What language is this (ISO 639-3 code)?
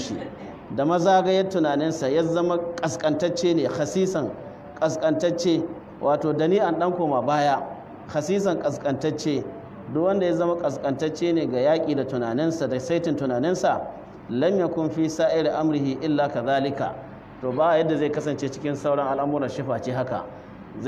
hau